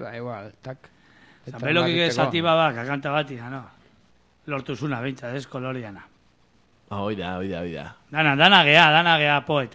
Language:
Basque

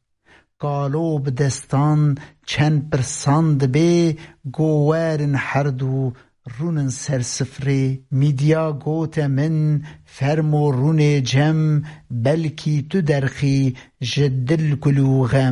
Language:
Kurdish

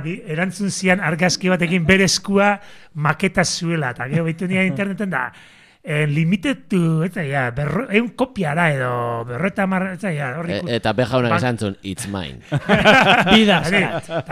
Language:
Basque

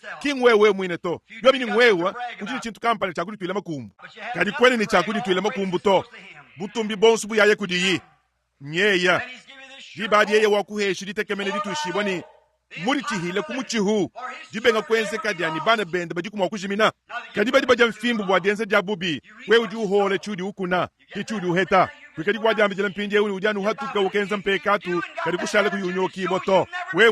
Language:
Luba-Lulua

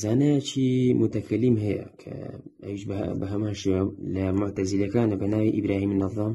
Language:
Central Kurdish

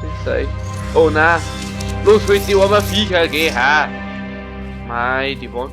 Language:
Bavarian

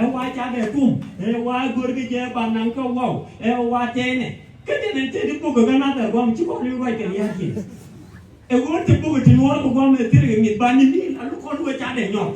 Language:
Nuer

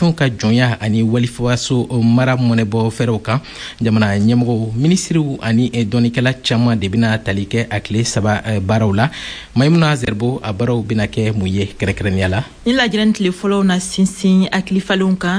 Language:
Bambara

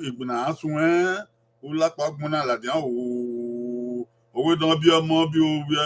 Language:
Bini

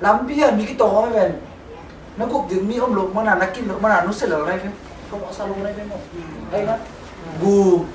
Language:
Tedim Chin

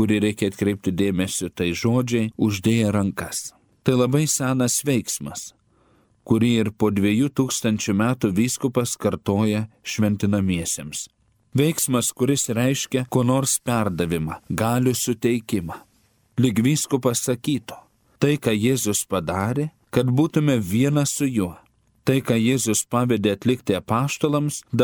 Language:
Lithuanian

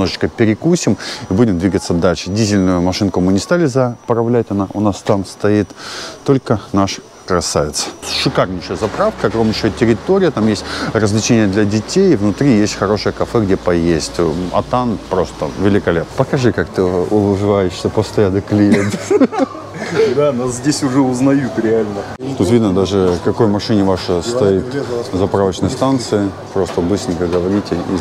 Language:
Russian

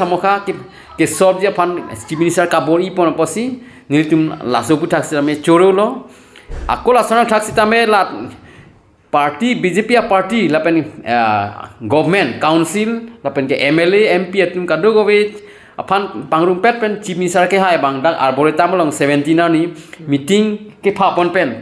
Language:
Karbi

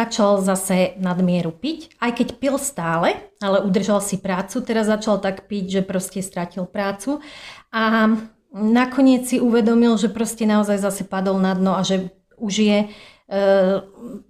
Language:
Slovak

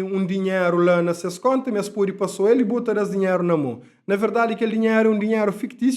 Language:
Kabuverdianu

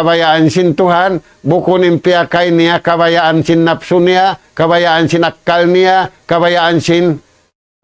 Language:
Tausug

